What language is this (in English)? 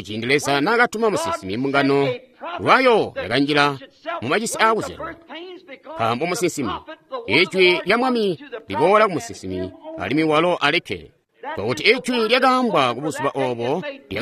Tonga (Zambia)